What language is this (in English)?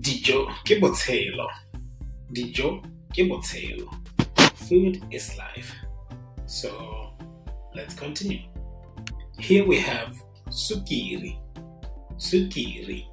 Tswana